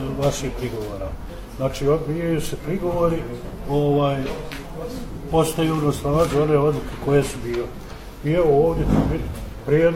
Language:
Bosnian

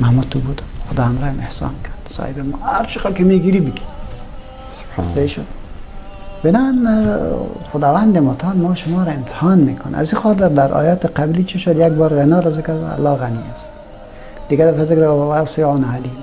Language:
Persian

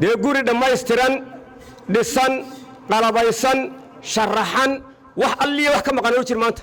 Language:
Somali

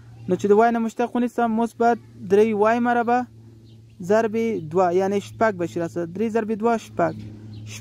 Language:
Pashto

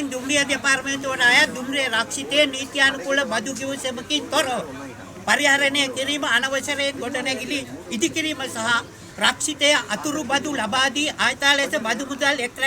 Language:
Sinhala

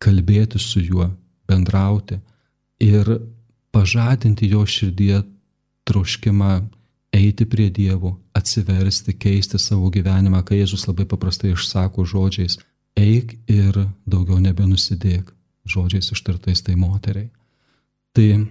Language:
Lithuanian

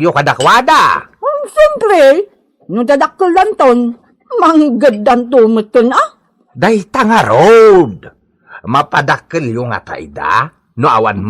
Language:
Iloko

